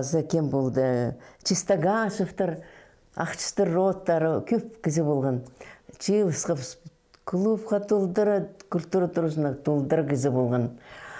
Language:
Khakas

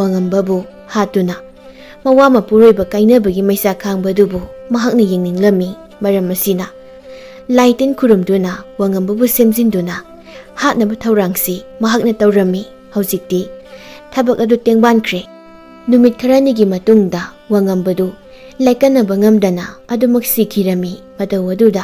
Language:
Manipuri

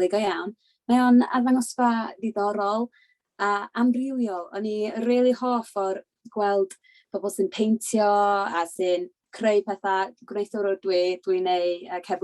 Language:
Welsh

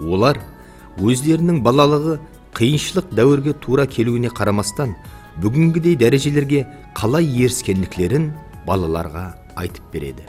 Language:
Kara-Kalpak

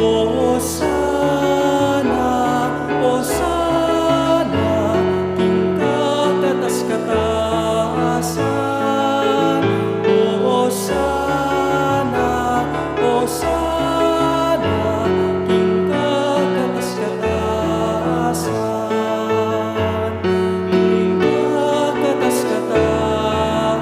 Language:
Pampanga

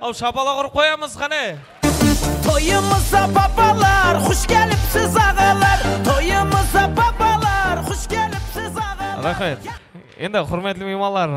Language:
Kara-Kalpak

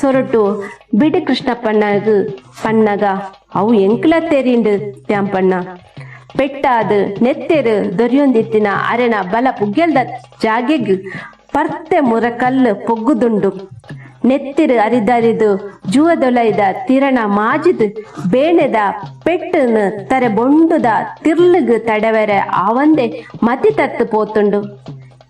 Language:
Tulu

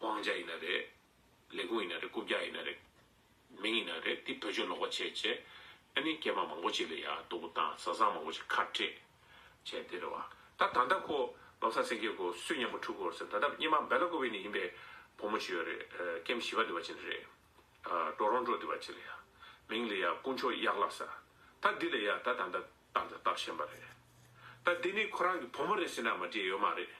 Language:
Tibetan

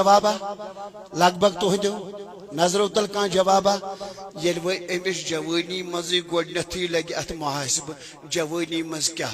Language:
Kashmiri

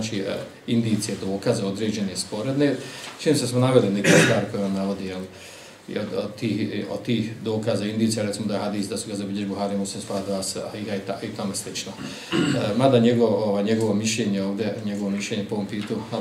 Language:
Bosnian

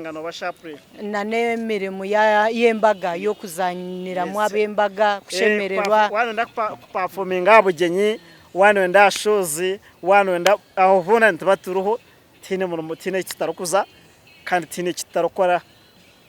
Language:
Nyankole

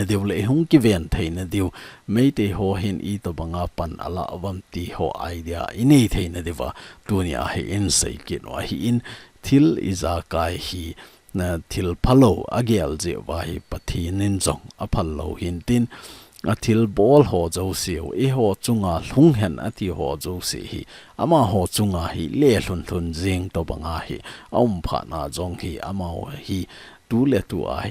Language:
Thado Chin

